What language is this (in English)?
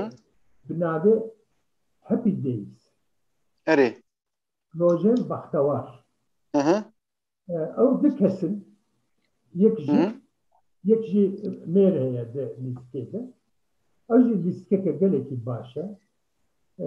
Kurdish